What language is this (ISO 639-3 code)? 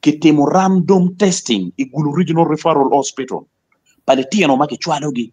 ach